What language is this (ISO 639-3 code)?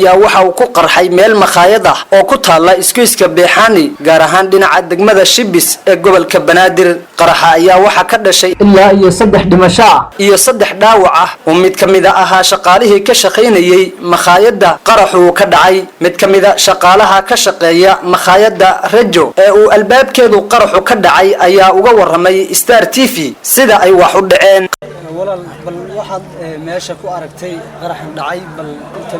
som